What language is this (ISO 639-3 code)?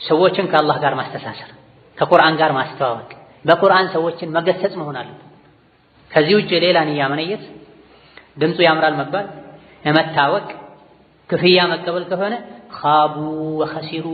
amh